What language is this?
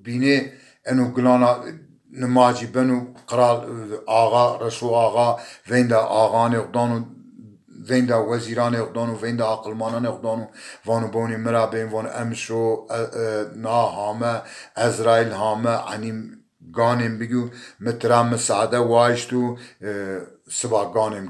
Zaza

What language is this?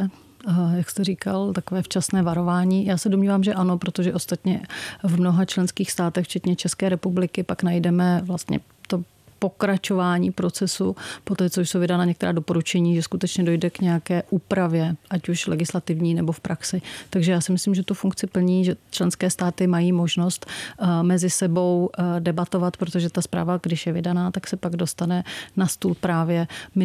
Czech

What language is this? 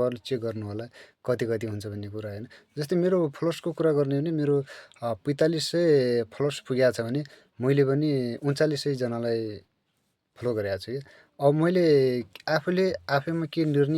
Nepali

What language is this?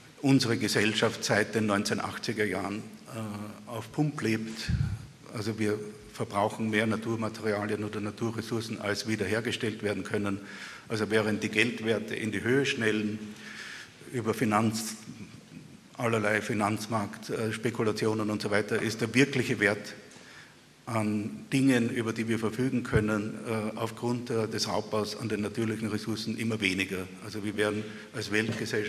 German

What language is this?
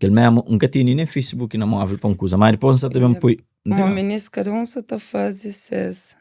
Kabuverdianu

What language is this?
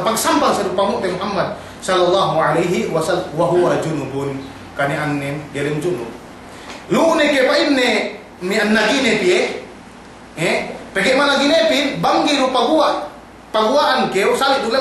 Yakan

